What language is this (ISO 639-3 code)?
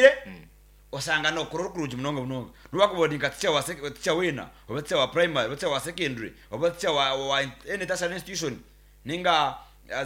nyn